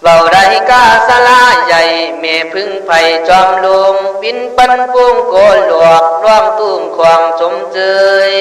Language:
Khün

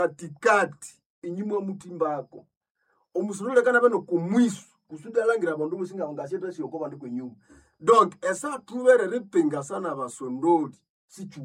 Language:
Nande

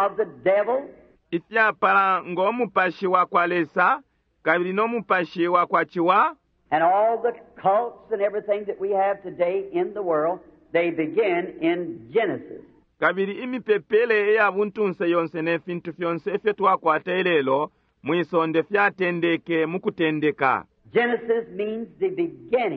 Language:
Bemba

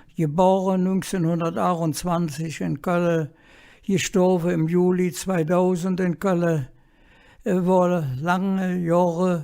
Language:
Colognian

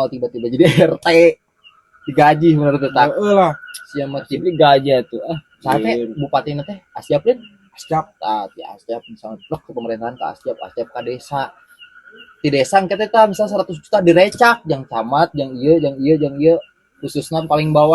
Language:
Sundanese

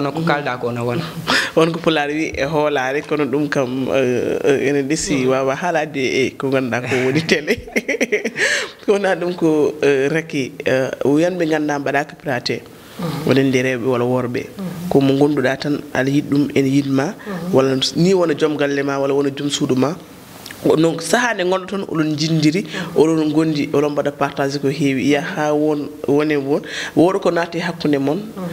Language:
Fula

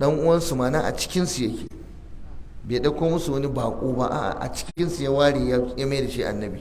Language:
Hausa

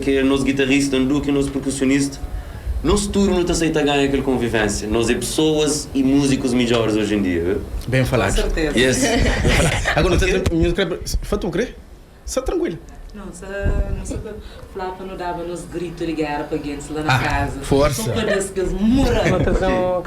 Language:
Kabuverdianu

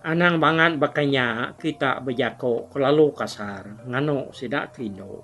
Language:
Iban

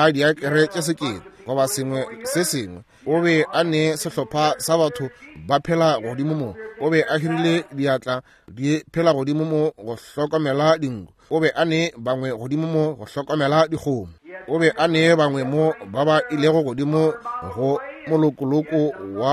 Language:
Northern Sotho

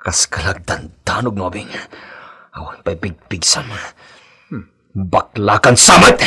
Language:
Iloko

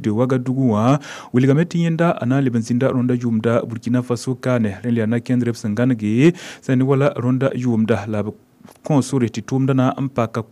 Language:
Mossi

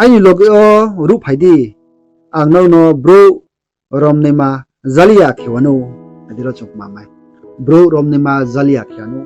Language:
Riang (India)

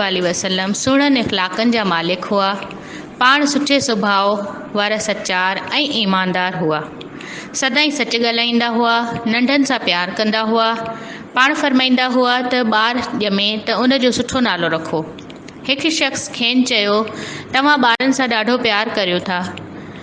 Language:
Sindhi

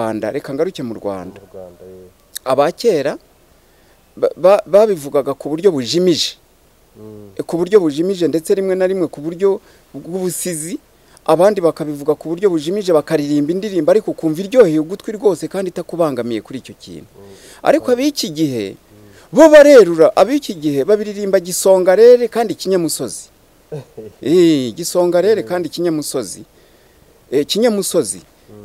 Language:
Kinyarwanda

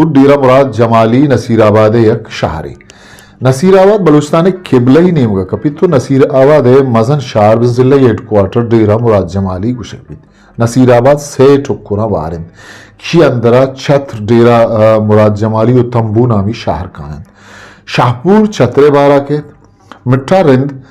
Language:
Eastern Balochi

